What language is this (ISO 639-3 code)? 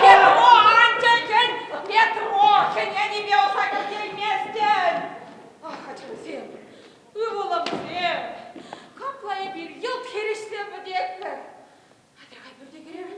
chv